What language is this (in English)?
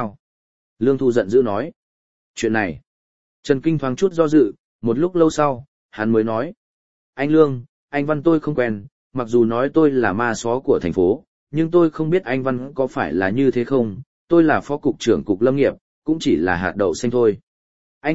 Vietnamese